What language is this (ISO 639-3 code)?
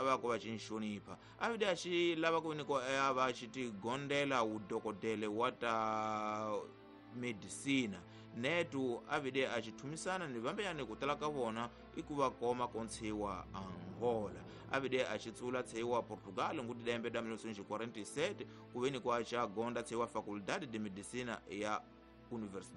tso